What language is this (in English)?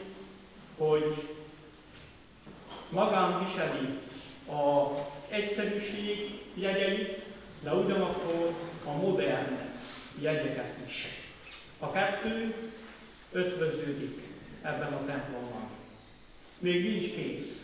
Hungarian